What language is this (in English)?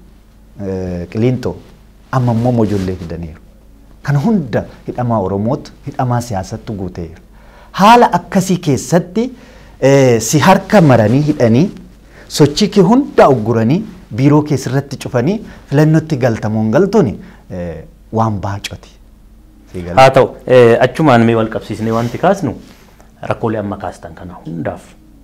Oromo